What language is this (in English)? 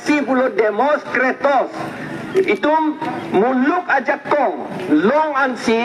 Karbi